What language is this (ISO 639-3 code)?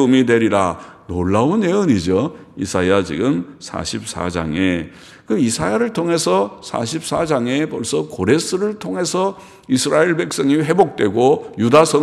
kor